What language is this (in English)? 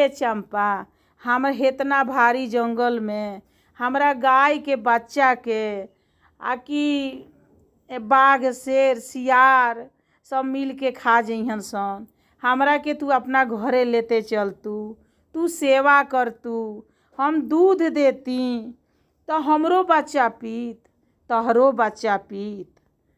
Bhojpuri